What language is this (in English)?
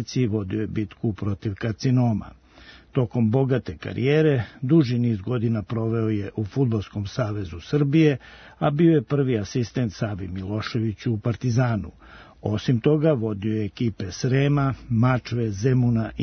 Serbian